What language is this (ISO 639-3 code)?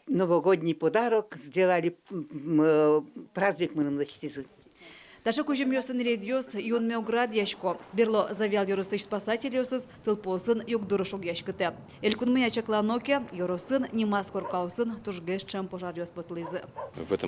udm